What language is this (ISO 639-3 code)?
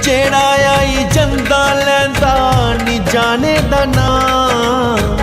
doi